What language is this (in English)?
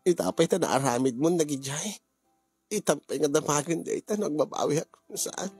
Iloko